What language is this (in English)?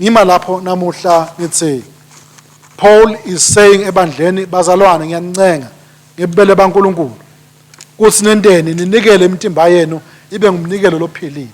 Swati